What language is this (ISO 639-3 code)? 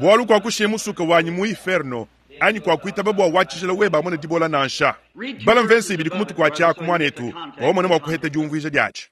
lua